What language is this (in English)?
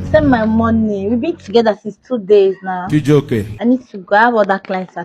Nigerian Pidgin